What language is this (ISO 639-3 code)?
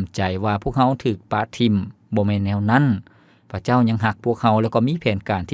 lao